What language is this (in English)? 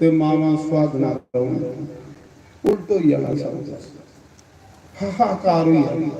Dogri